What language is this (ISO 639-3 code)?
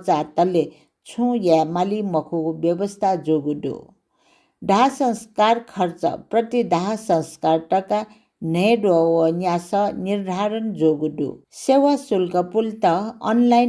new